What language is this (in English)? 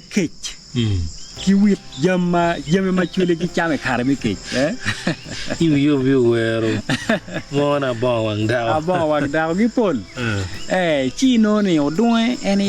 Acoli